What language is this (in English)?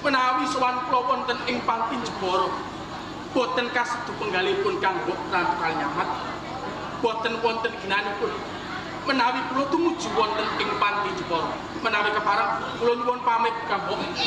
Javanese